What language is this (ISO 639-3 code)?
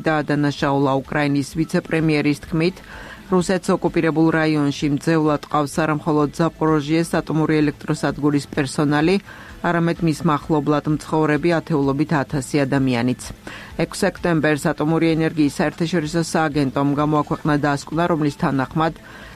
kat